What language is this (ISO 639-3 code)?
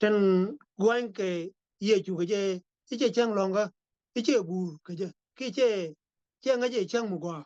nus